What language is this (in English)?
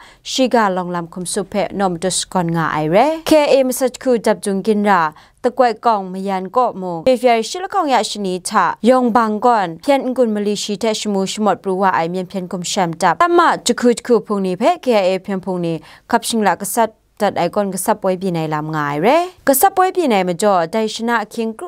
Kachin